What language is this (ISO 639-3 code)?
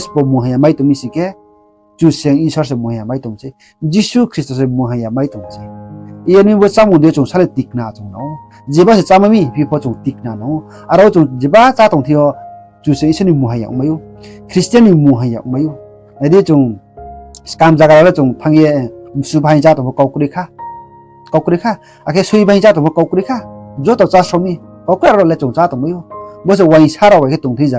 ria